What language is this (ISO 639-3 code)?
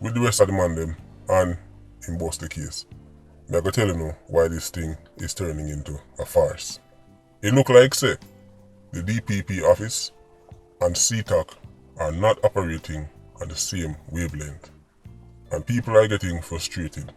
jam